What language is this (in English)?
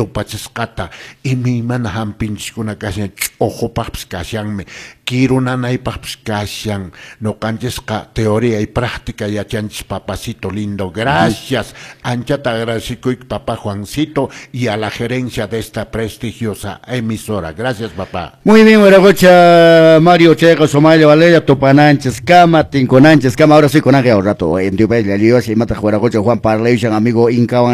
Quechua